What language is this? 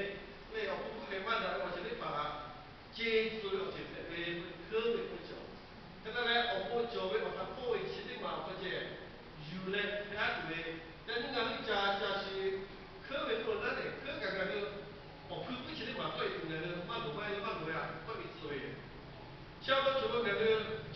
Lahu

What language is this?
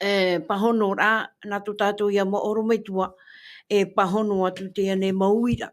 Tahitian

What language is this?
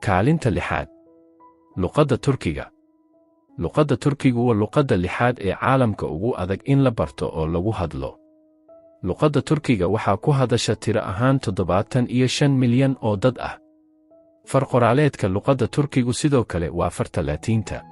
Somali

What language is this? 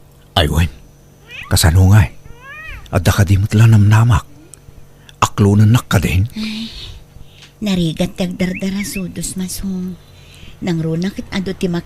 Iloko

